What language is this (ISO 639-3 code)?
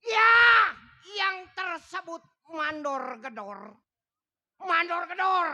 bew